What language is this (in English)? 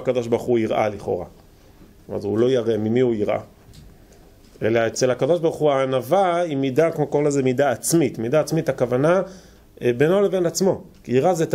Hebrew